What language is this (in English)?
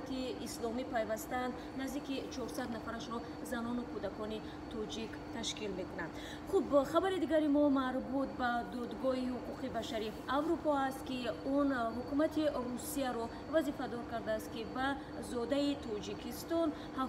Tajik